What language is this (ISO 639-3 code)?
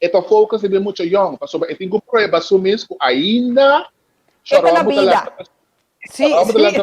pap